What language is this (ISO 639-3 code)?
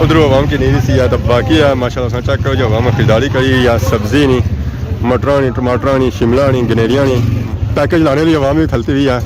phr